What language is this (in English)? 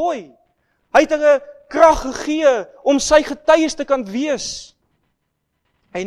Afrikaans